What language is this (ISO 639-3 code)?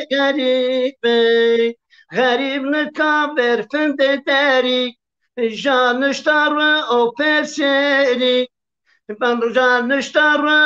zza